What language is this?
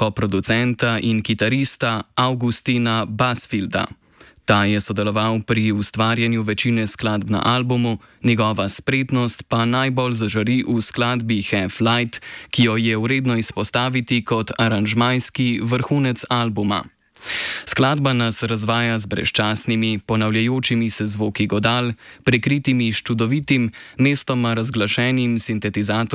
Slovenian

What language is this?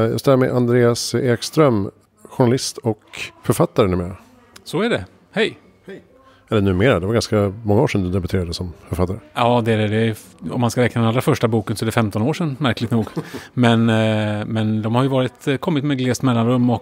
Swedish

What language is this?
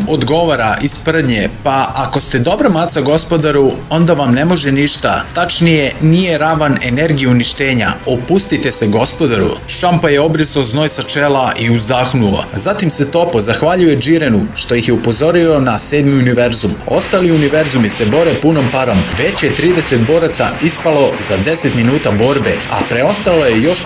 Serbian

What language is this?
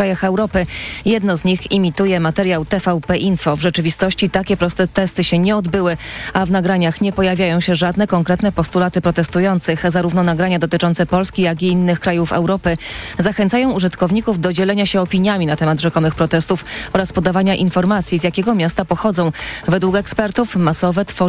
Polish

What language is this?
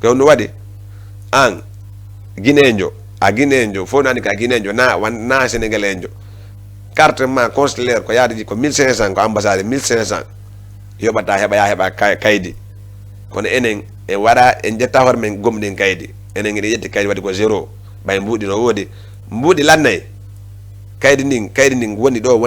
Fula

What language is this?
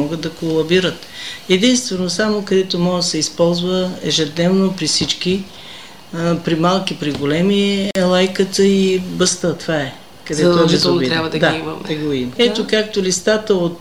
Bulgarian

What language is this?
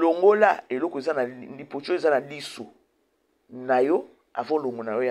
Lingala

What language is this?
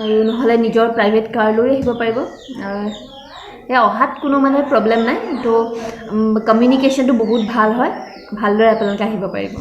Assamese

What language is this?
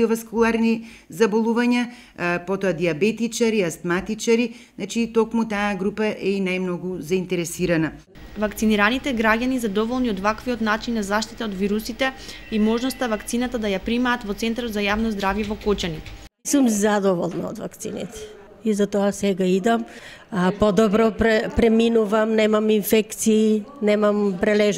Macedonian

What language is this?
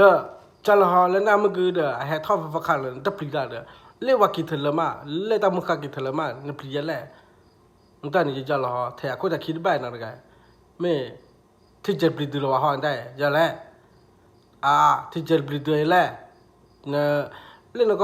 S'gaw Karen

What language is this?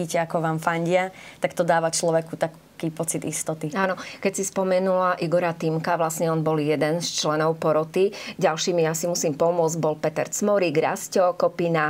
Slovak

